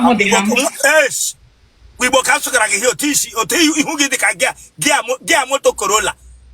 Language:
Igbo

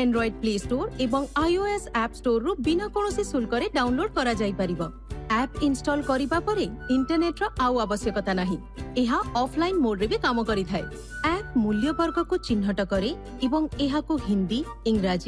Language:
Odia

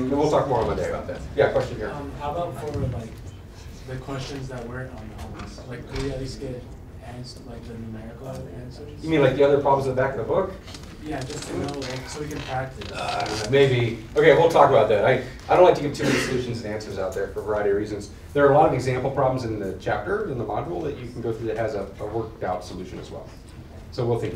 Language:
English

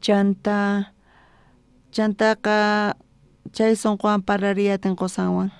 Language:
South Bolivian Quechua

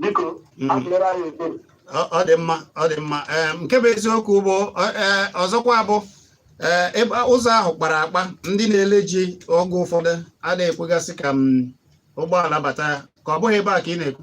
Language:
Igbo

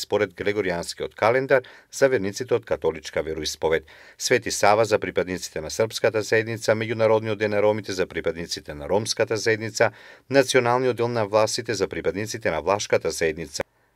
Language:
Macedonian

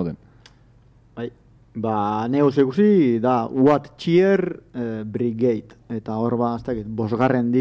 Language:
Basque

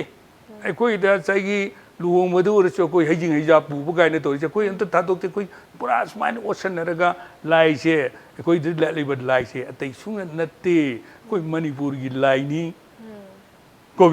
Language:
Manipuri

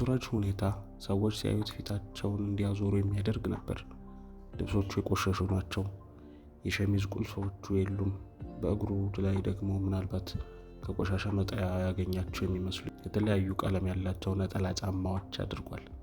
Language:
Amharic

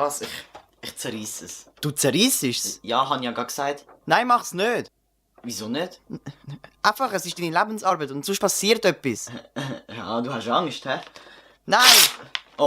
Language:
Swiss German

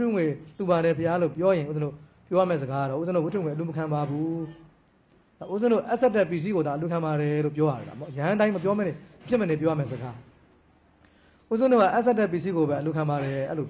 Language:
Burmese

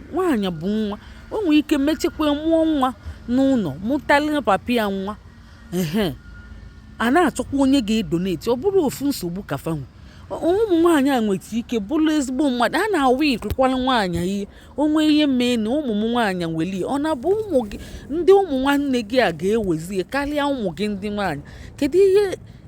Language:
Igbo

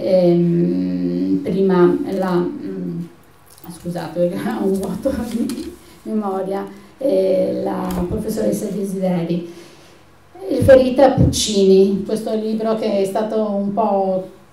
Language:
Italian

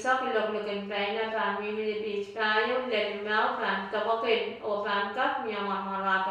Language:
Pohnpeian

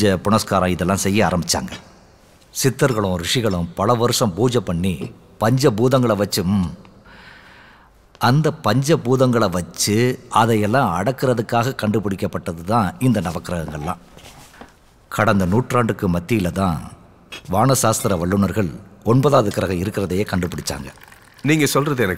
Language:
Tamil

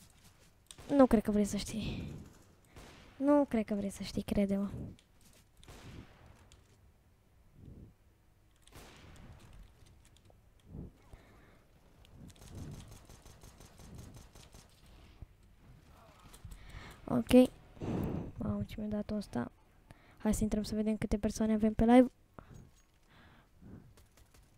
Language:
Romanian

